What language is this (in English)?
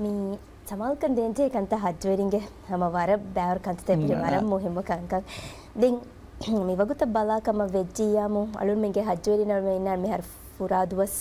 Divehi